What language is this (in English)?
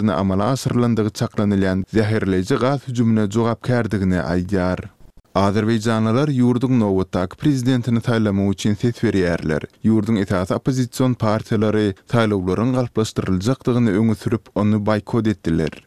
Turkmen